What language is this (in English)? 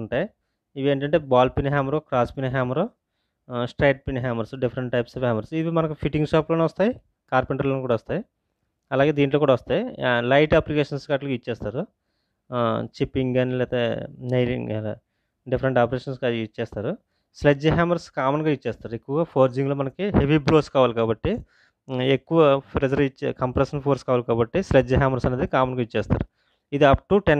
Telugu